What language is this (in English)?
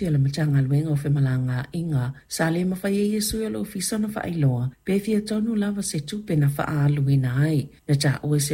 Samoan